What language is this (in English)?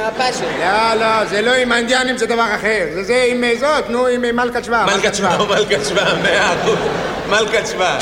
Hebrew